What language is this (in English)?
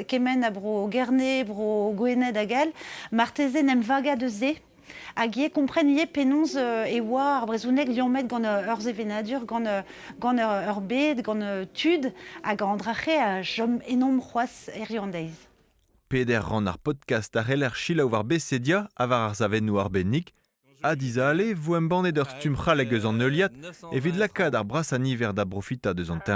Breton